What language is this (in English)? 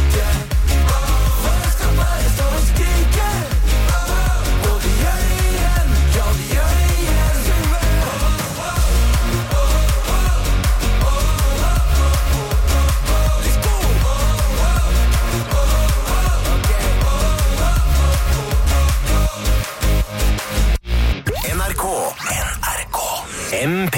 Norwegian